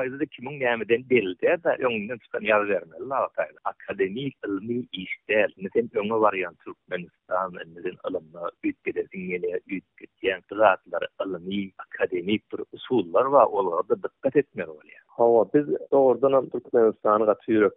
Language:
Turkmen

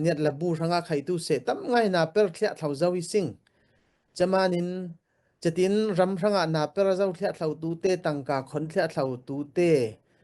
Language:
Falam Chin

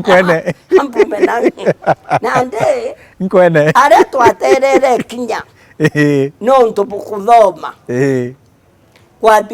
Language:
Meru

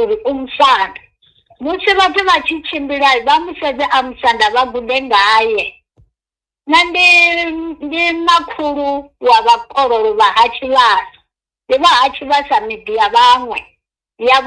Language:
Venda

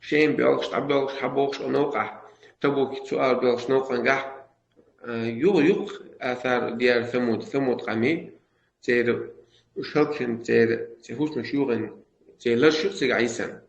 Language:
Chechen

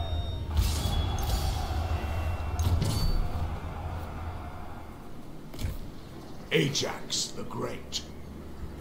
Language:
French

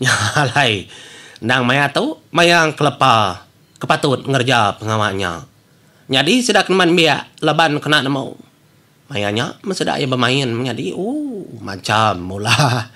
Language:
Iban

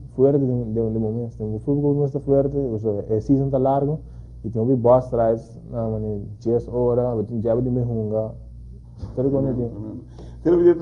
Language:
Papiamento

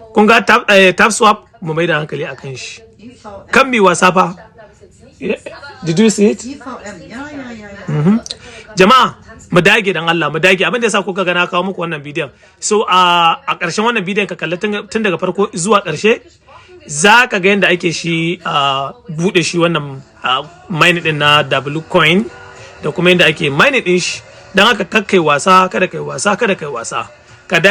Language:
Hausa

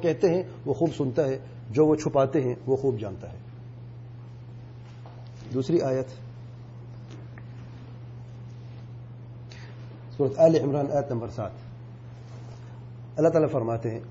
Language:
Urdu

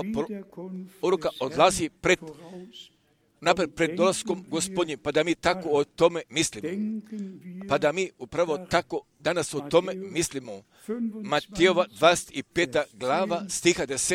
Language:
Croatian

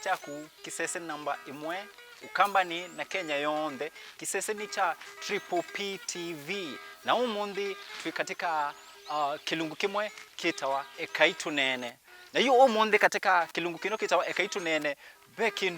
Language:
Kamba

